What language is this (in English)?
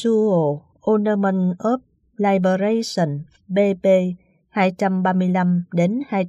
Vietnamese